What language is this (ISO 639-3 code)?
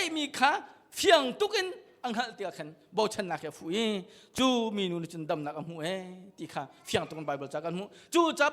cnh